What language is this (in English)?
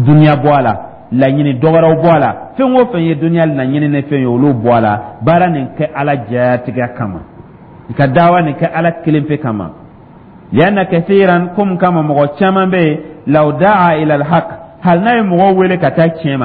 Dyula